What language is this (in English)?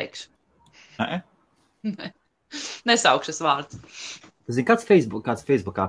Latvian